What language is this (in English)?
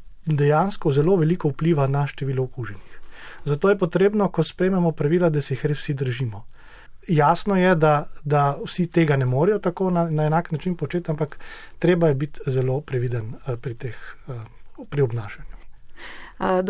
Slovenian